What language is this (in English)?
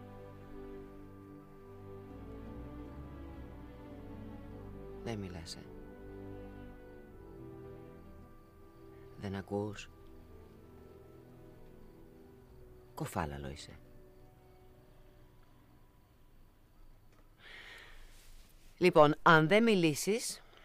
Greek